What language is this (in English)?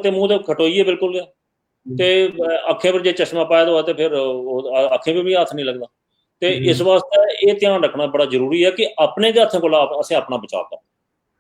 Dogri